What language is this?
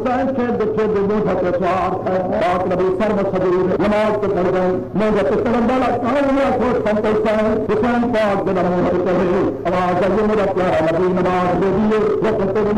Saraiki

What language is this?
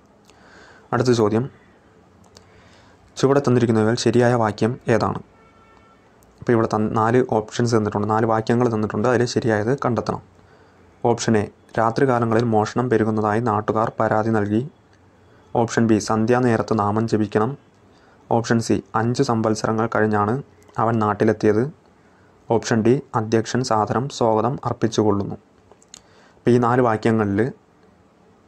Malayalam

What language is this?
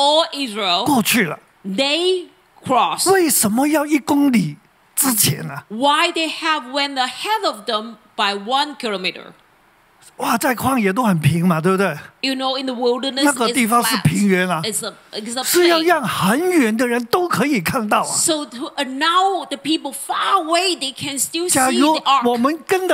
Chinese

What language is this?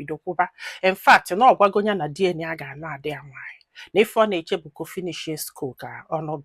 Igbo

